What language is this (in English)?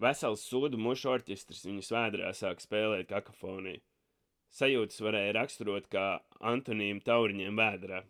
Latvian